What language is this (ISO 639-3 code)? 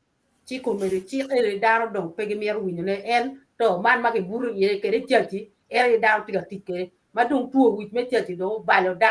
ach